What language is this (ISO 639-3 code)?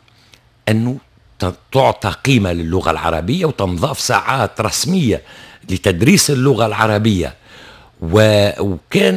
aeb